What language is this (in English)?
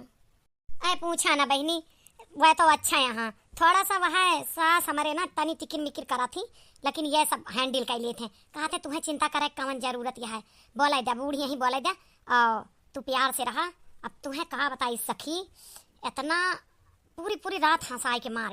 Awadhi